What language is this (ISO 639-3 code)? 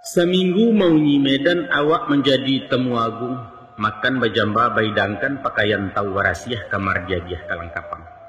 min